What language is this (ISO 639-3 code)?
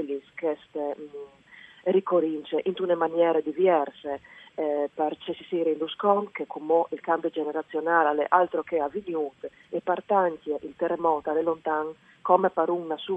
fur